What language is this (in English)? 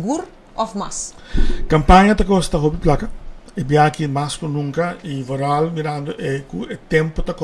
Papiamento